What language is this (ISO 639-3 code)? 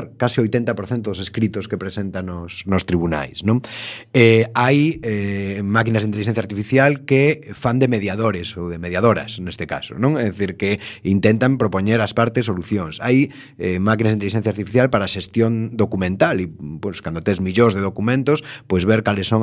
glg